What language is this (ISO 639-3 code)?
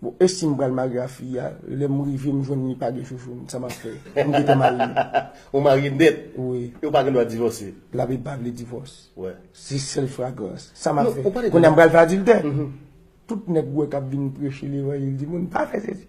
hat